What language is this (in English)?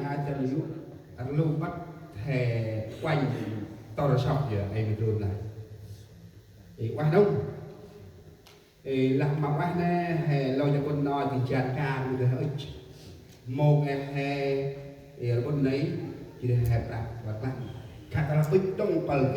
Central Mnong